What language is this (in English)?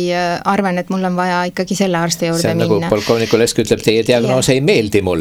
Estonian